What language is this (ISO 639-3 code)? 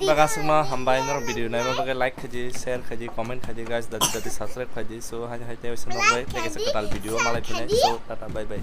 trp